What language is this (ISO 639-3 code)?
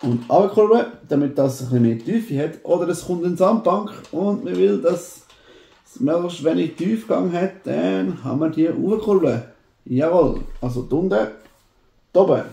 gsw